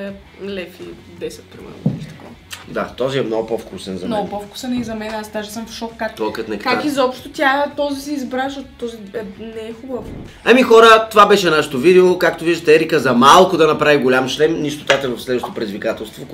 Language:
Bulgarian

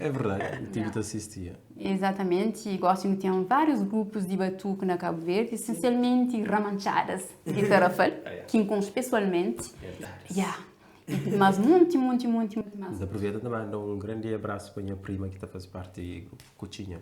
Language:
Kabuverdianu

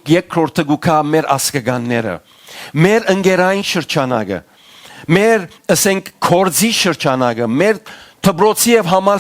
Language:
Western Armenian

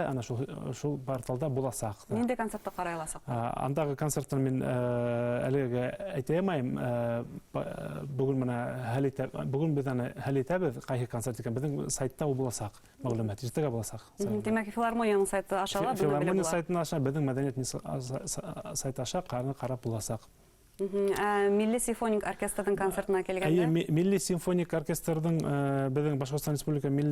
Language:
Bashkir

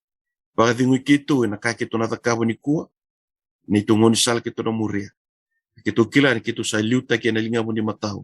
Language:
Fijian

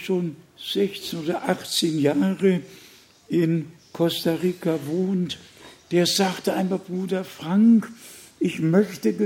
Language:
German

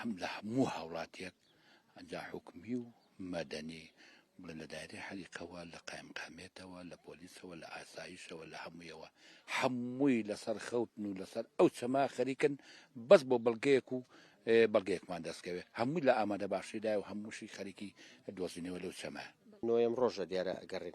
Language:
Central Kurdish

